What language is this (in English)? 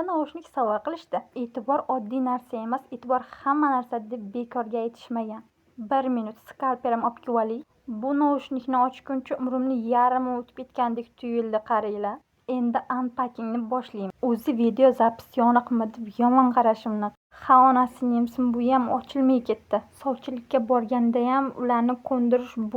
Uzbek